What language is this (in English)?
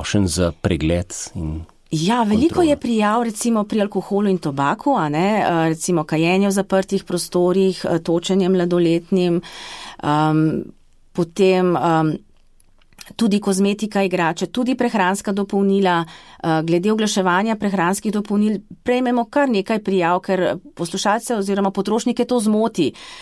Slovenian